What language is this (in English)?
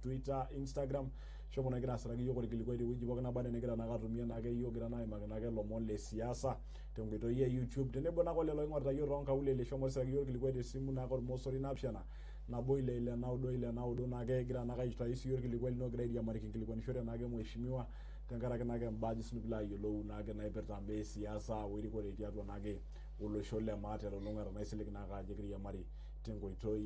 Masai